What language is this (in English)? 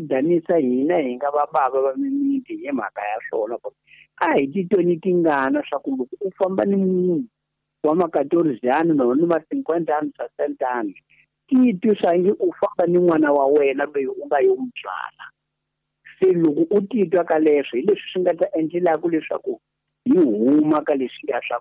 Tsonga